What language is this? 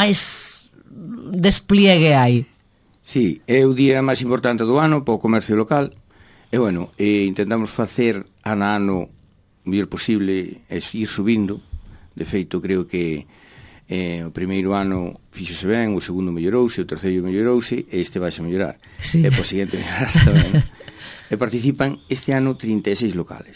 Galician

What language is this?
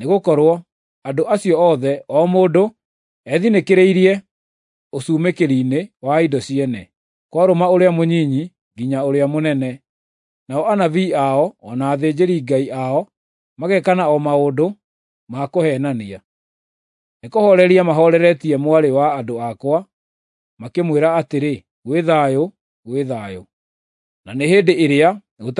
Kikuyu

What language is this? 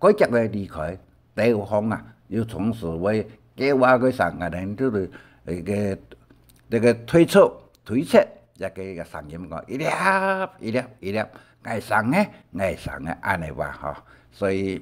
Hakka Chinese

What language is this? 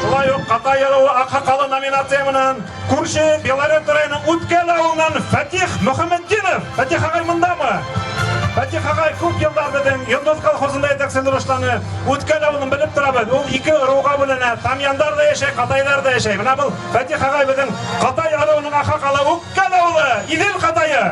Bashkir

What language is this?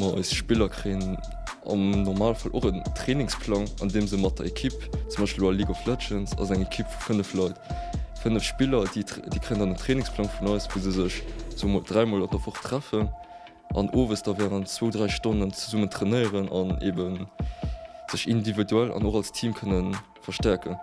Luxembourgish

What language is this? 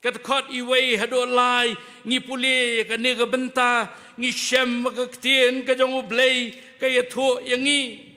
Khasi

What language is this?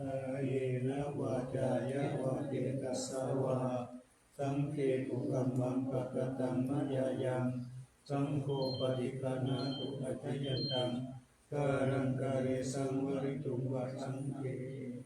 Pali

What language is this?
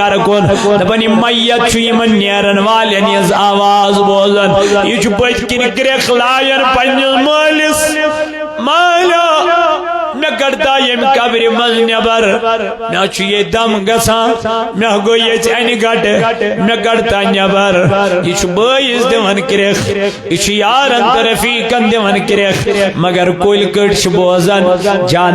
Kashmiri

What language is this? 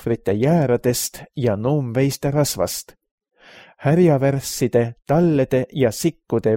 Estonian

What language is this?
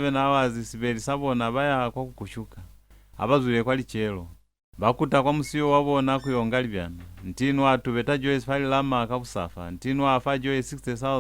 Lozi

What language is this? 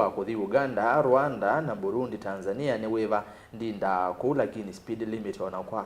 Kamba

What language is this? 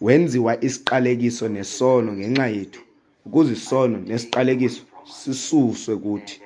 Xhosa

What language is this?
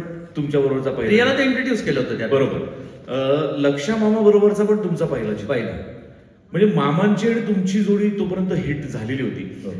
Marathi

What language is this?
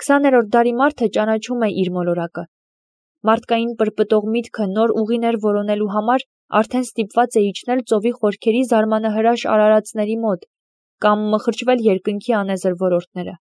Armenian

